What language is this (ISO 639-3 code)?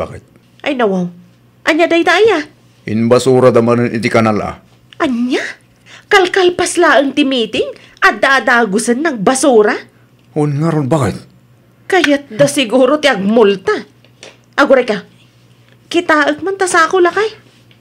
ilo